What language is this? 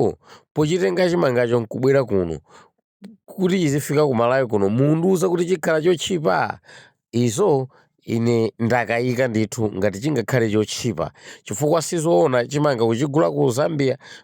Nyanja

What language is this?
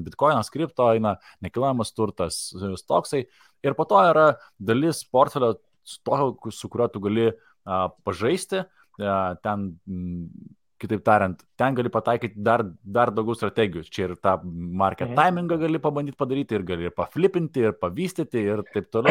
Lithuanian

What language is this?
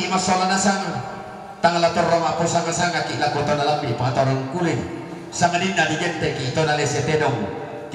Toraja-Sa'dan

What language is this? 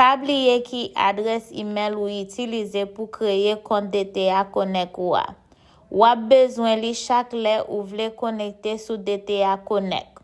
Haitian Creole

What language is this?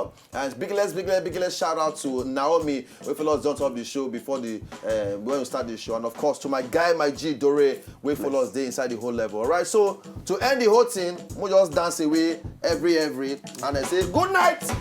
Nigerian Pidgin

